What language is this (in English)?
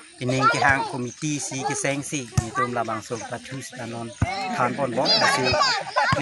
Karbi